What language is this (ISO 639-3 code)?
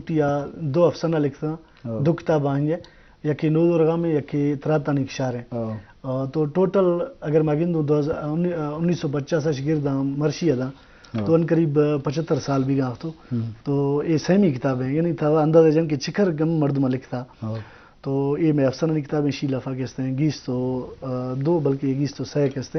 bgp